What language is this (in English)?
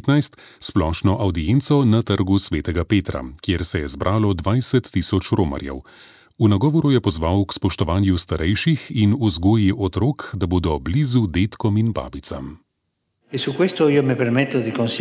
Slovenian